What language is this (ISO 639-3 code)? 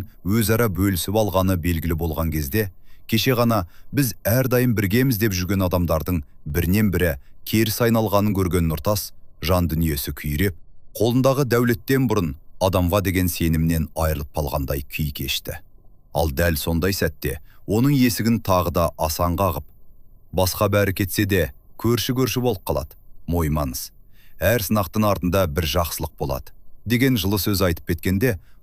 kaz